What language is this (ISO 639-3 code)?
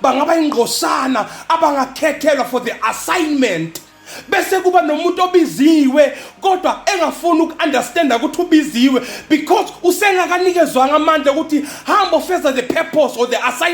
zul